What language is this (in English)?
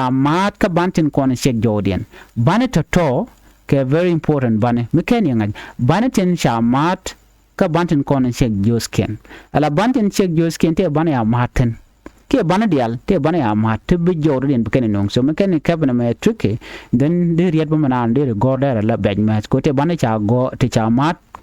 Nuer